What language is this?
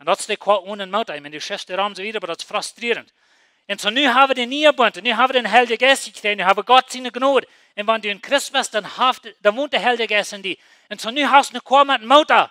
Plautdietsch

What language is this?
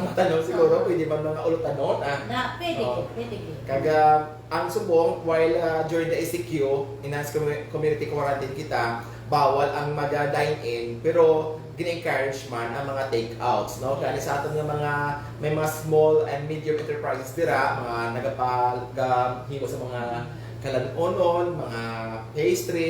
Hiligaynon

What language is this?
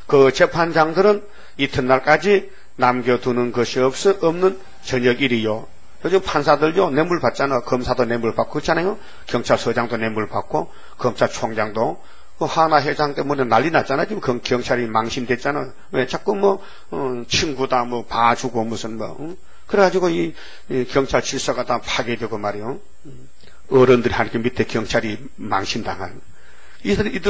Korean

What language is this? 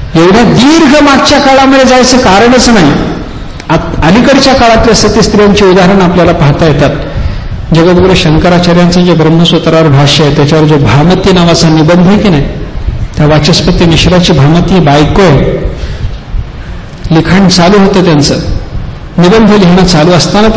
Marathi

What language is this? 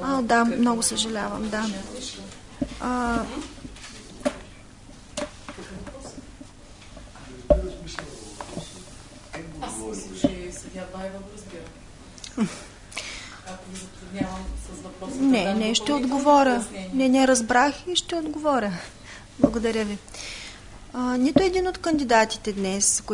Bulgarian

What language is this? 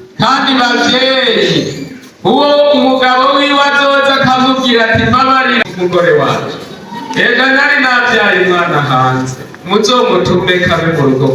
Rundi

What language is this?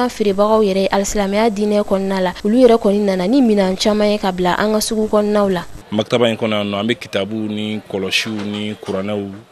Bambara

